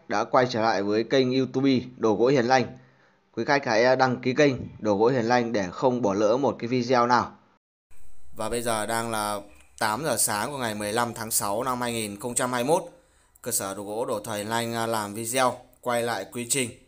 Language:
Vietnamese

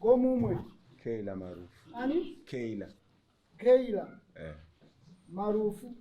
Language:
Shona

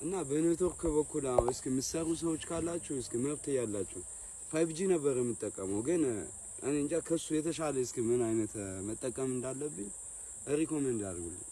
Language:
Amharic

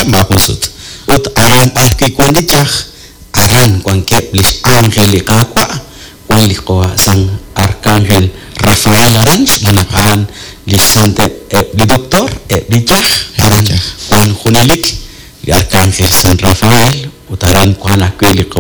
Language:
Kekchí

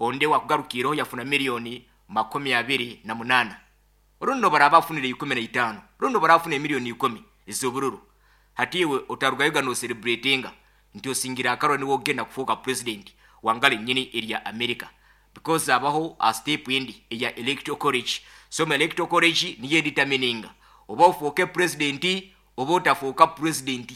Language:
Nyankole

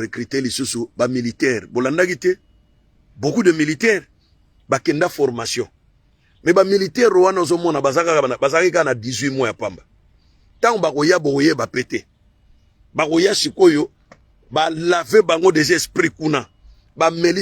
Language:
Lingala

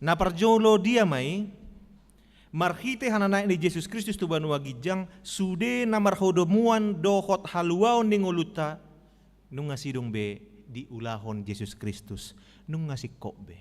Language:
Batak Toba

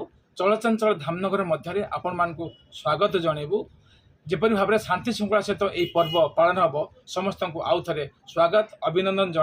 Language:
Odia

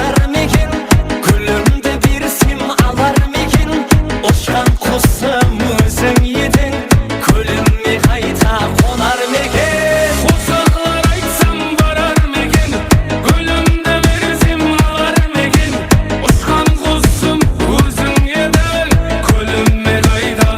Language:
Kara-Kalpak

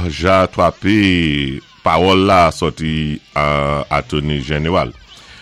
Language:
Saint Lucian Creole French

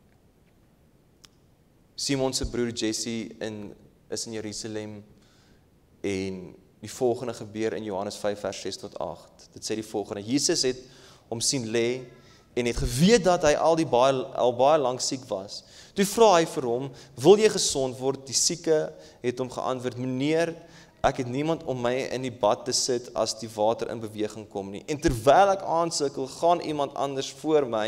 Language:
Afrikaans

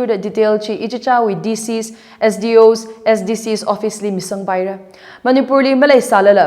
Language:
Tangkhul Naga (India)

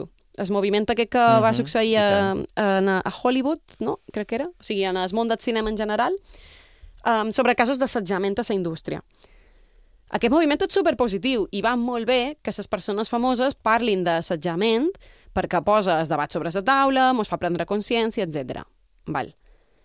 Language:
Catalan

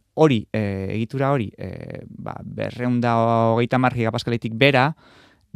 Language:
Basque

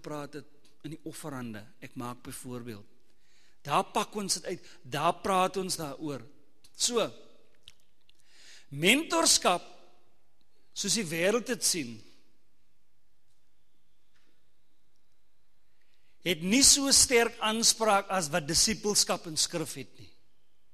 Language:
Afrikaans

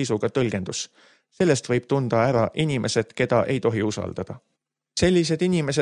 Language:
Estonian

